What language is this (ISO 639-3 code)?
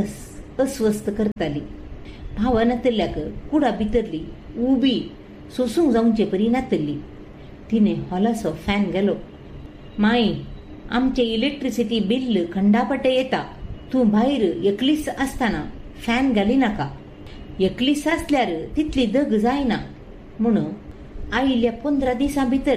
kok